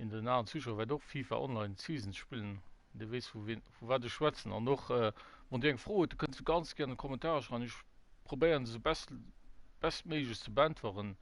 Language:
Luxembourgish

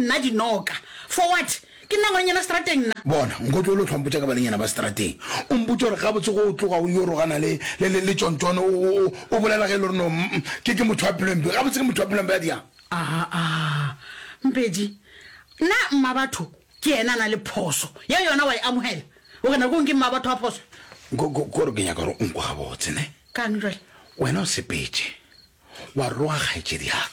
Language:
Northern Sotho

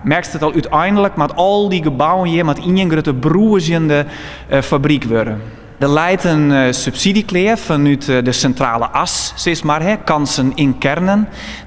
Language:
Western Frisian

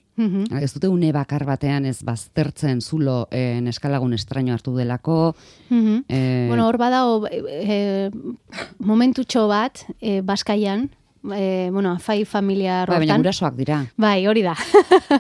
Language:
Basque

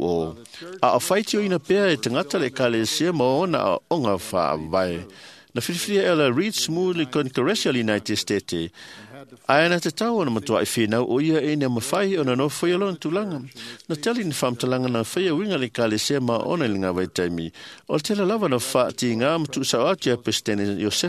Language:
Samoan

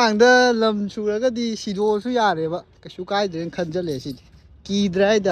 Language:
Manipuri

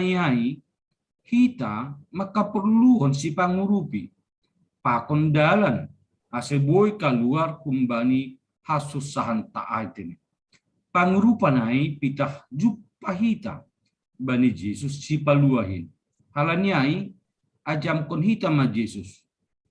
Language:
Batak Simalungun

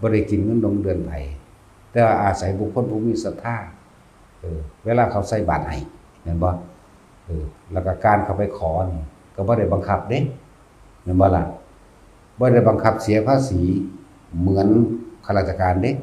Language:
Northeastern Thai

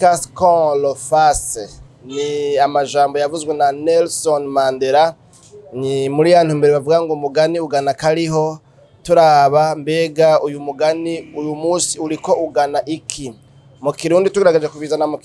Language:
Rundi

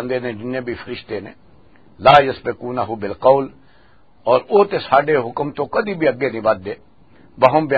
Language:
Western Panjabi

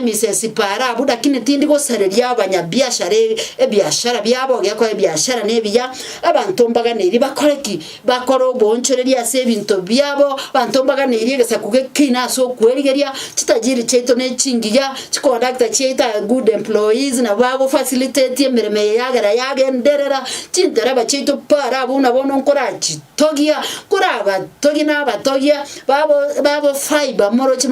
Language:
Gusii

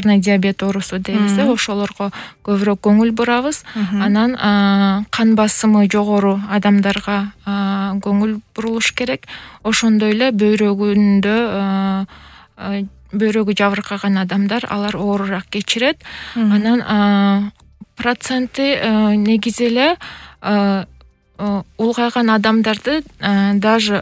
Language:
Kyrgyz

